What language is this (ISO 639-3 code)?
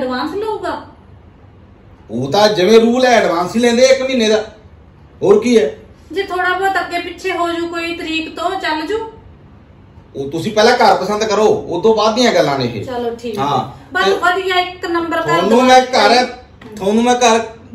pan